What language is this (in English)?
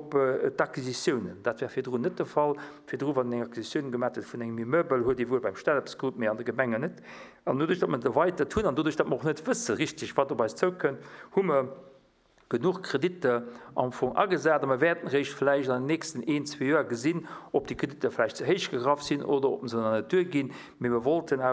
Luxembourgish